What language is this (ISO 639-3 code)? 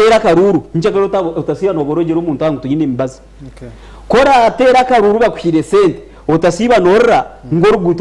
nyn